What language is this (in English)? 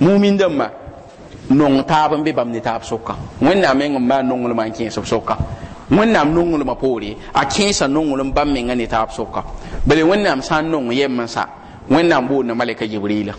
Mossi